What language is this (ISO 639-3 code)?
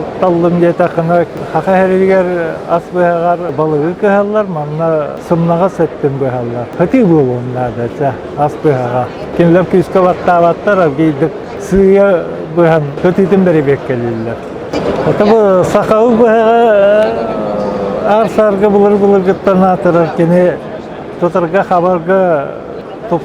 sah